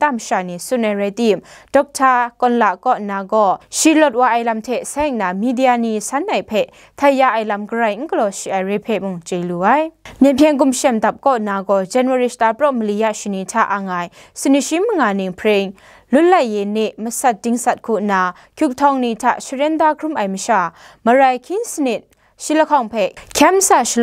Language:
Kachin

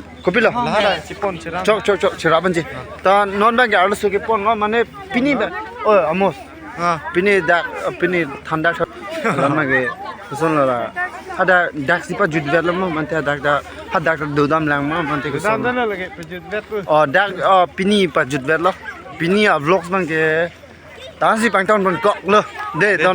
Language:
Karbi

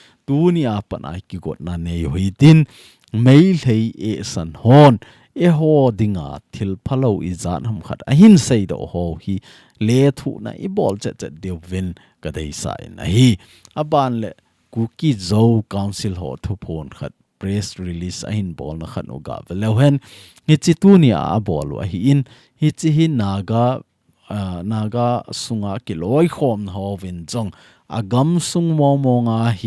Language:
Thado Chin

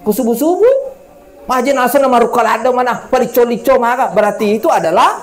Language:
Buginese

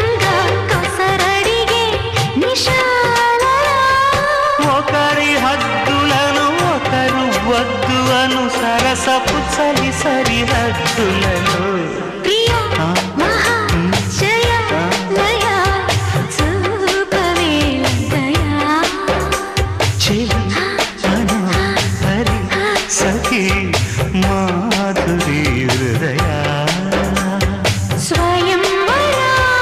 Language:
Telugu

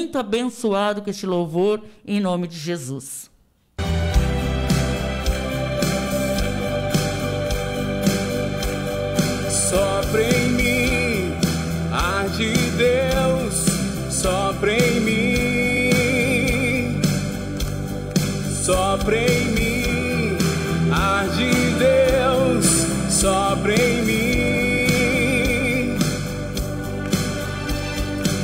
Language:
Portuguese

